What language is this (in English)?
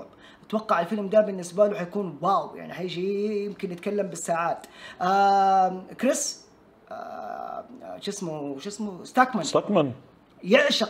Egyptian Arabic